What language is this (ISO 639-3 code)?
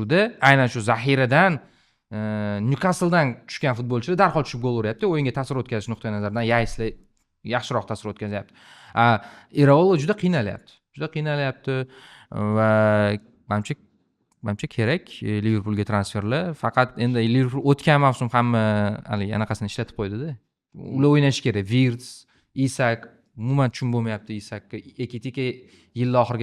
uzb